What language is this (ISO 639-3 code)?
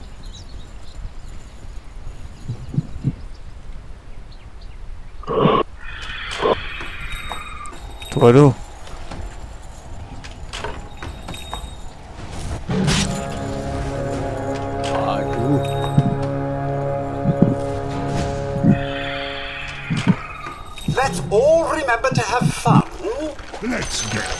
msa